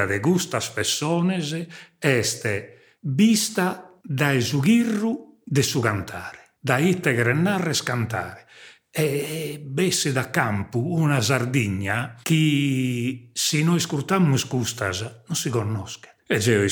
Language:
Sardinian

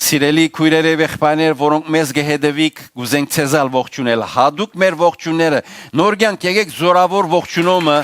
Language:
Western Armenian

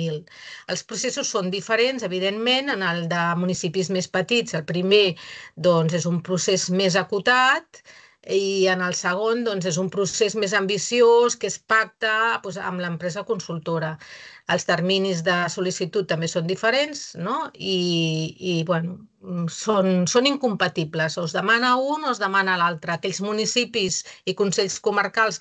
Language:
Catalan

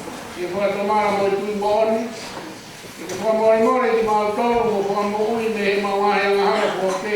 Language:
Tongan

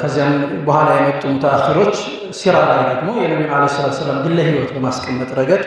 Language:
Amharic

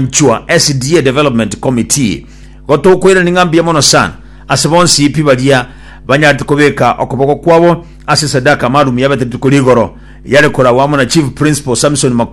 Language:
Gusii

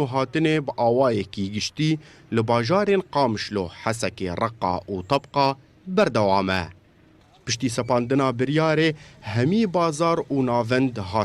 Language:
Kurdish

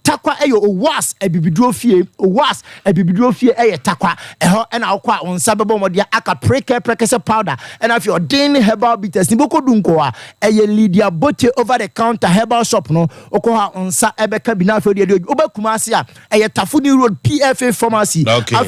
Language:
Akan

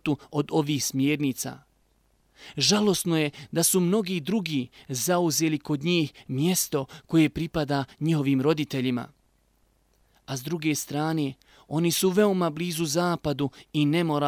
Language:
Bosnian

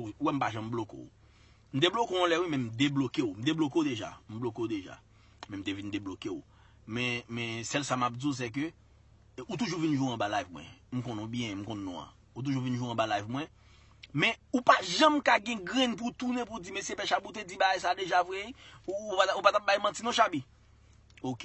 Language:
Haitian Creole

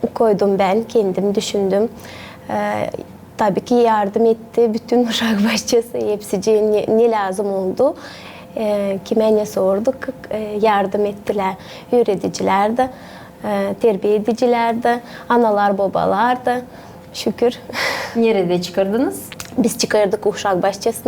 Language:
Gagauz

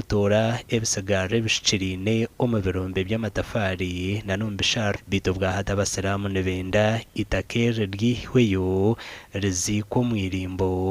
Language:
Nyankole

